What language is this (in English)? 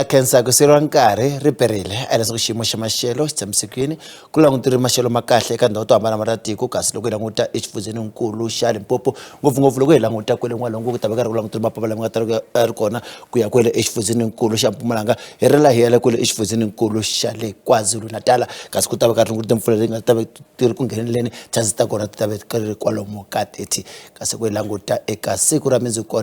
Tsonga